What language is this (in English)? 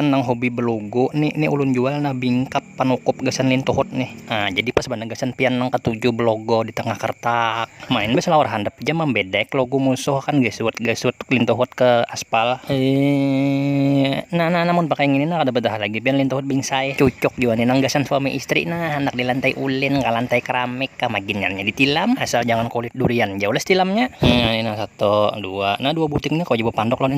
Banjar